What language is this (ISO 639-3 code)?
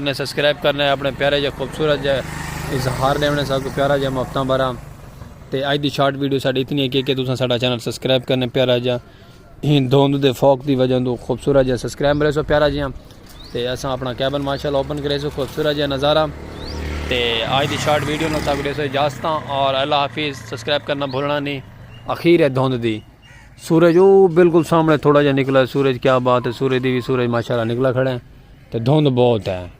skr